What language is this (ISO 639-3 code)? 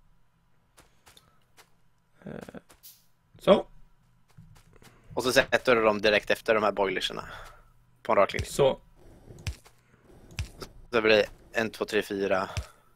swe